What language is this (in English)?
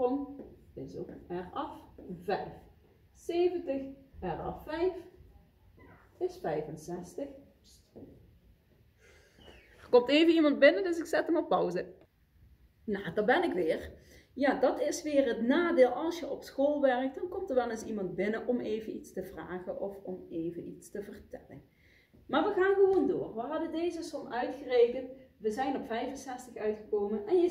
Dutch